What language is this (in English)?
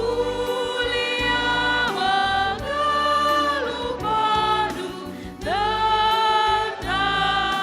Batak Karo